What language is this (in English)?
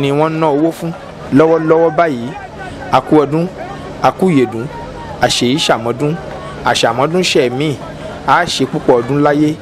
Yoruba